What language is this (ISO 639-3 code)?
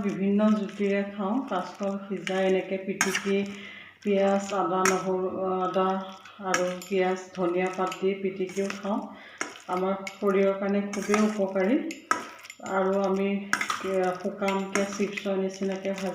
asm